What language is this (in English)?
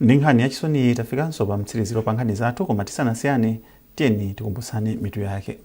Nyanja